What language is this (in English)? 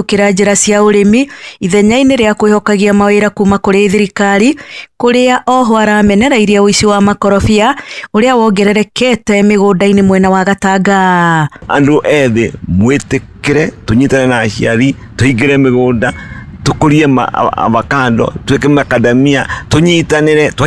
Kikuyu